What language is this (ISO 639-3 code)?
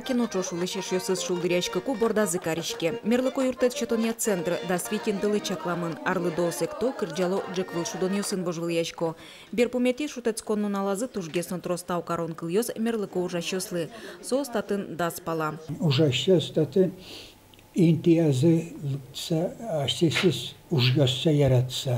udm